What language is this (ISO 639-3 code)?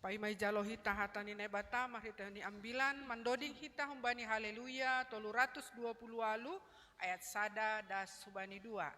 bts